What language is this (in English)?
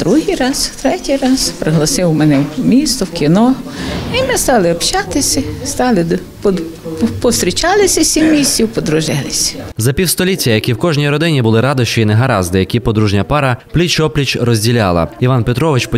Ukrainian